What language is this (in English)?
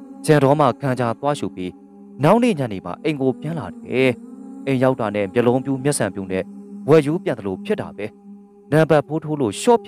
Burmese